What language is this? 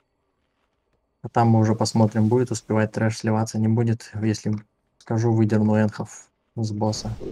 Russian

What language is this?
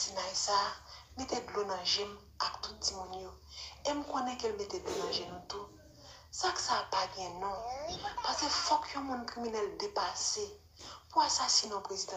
Haitian Creole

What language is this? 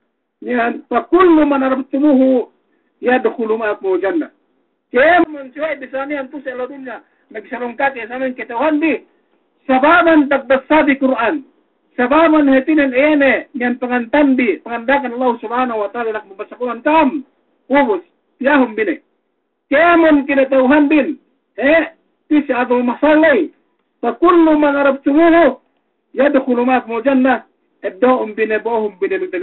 Yakan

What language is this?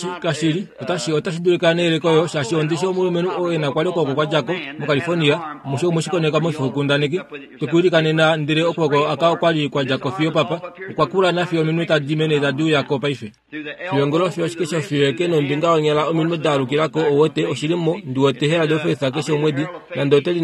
Kuanyama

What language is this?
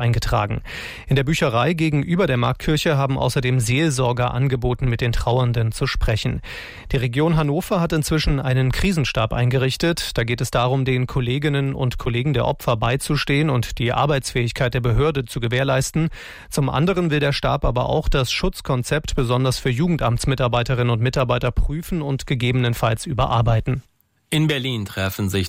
German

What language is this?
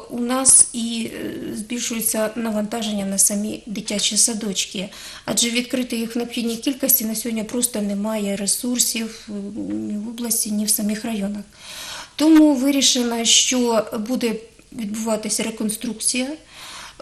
Ukrainian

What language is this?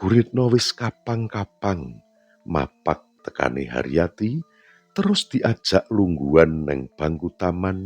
Javanese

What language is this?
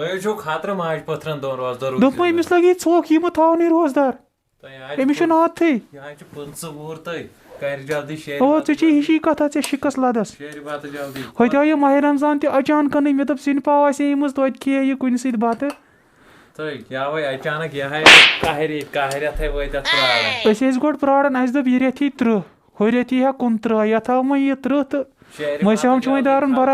Kashmiri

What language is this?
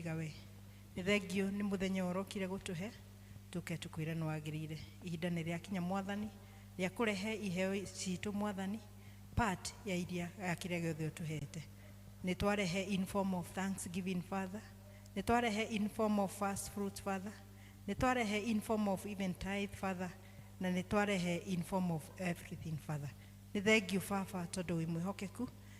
Kikuyu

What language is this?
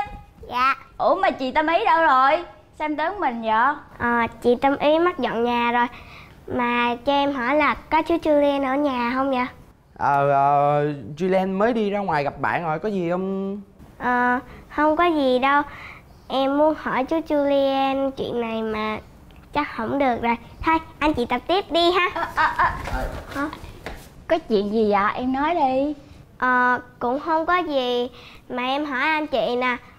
Vietnamese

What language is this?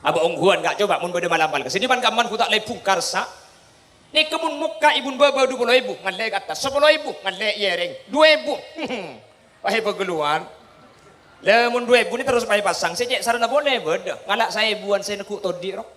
Madurese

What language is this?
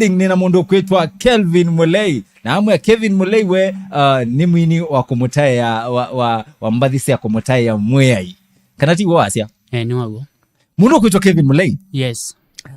Kamba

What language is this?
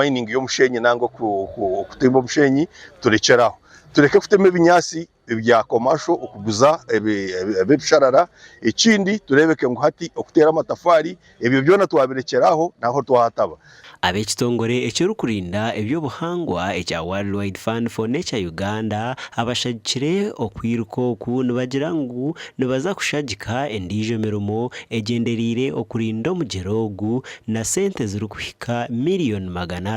Nyankole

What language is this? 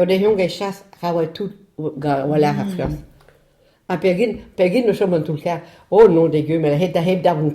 Breton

